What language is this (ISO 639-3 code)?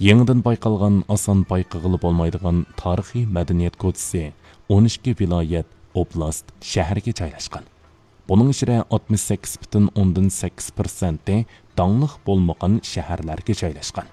uig